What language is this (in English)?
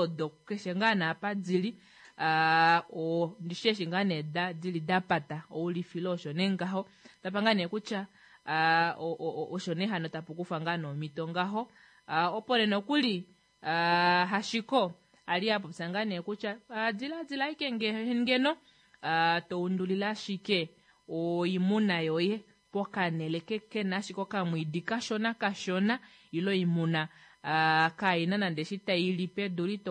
Kuanyama